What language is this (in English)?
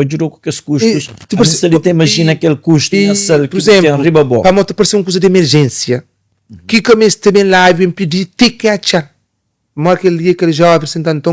Kabuverdianu